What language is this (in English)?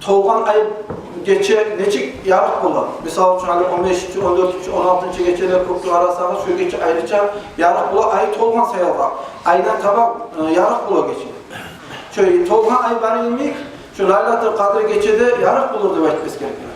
Kumyk